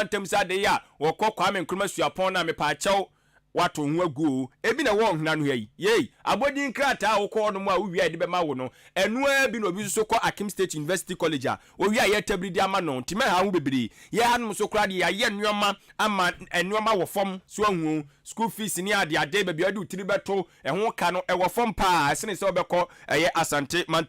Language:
Akan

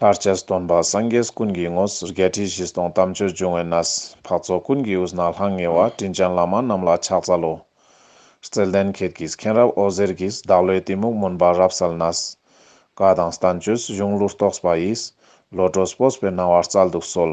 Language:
Ladakhi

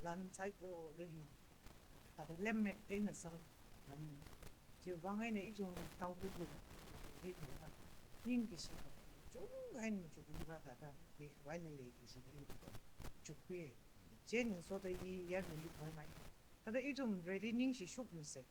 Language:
Tangkhul Naga (India)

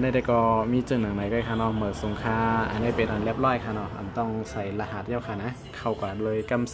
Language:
Shan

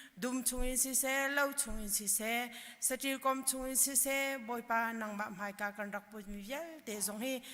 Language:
Hakha Chin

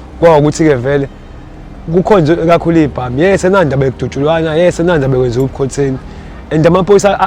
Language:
Zulu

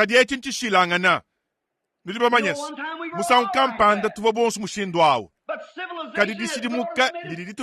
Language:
Luba-Lulua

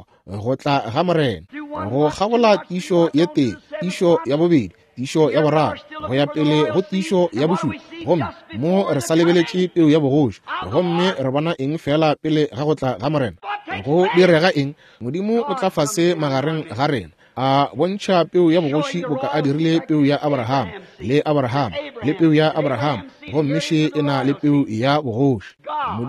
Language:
Northern Sotho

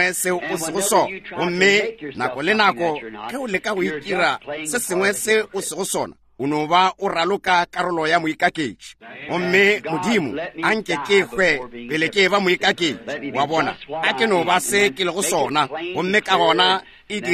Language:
Northern Sotho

